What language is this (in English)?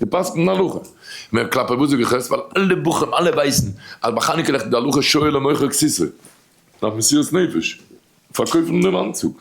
Yiddish